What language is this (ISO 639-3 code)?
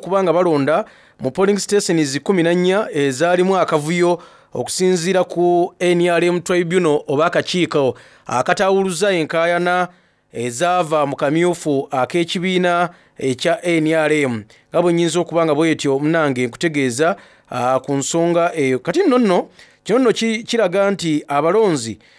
xog